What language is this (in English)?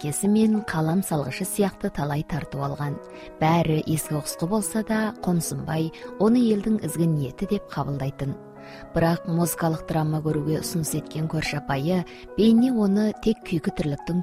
Kazakh